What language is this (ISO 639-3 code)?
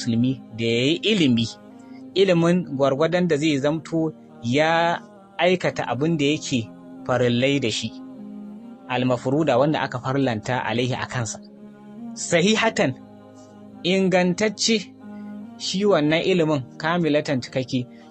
hau